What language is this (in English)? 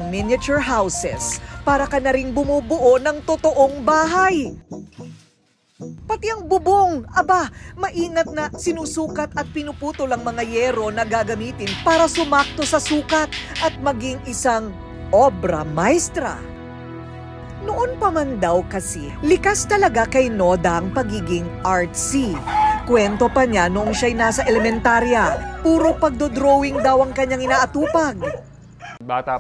Filipino